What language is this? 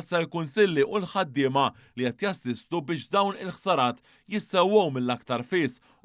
Maltese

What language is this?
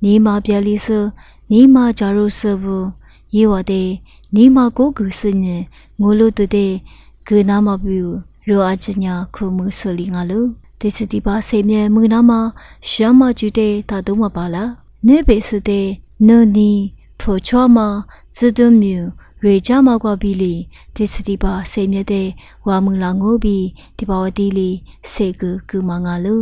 Lisu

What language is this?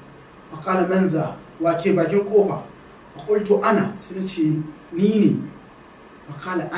Hausa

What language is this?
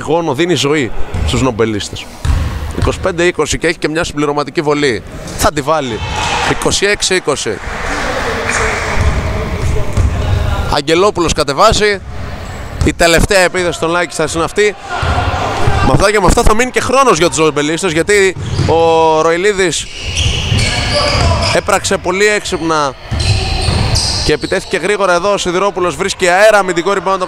Greek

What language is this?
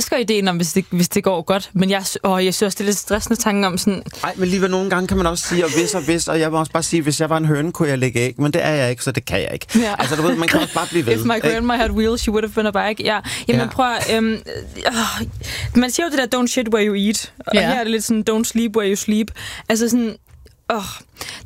Danish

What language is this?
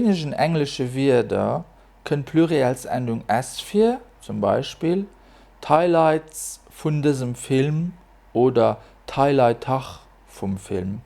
Luxembourgish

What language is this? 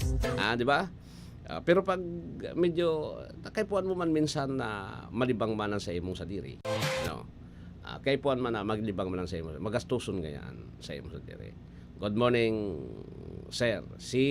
Bikol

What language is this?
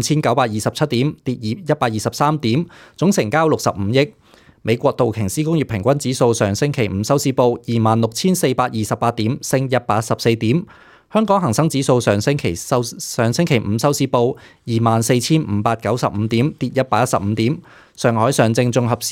Cantonese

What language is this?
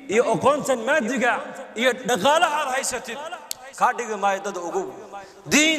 Somali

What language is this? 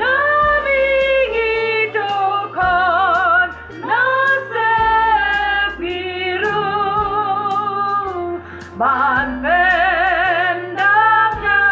Khasi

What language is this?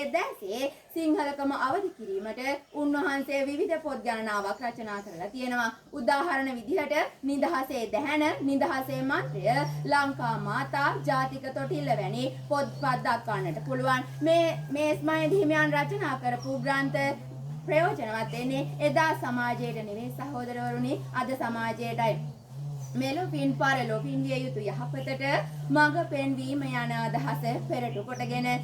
Sinhala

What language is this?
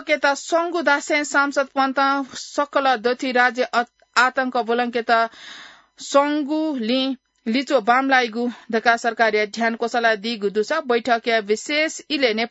Newari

